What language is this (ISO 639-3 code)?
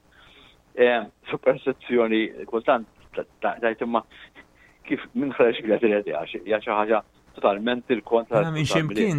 mlt